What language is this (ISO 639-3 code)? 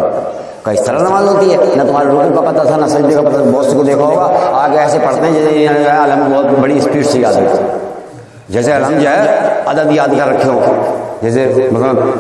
urd